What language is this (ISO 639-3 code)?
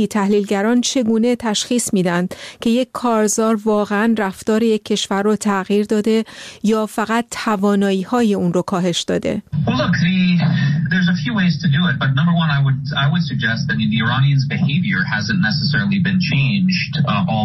fas